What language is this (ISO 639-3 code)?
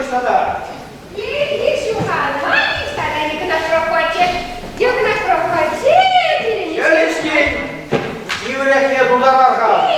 chv